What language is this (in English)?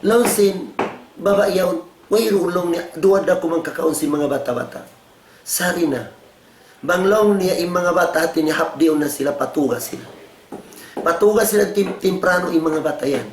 Tausug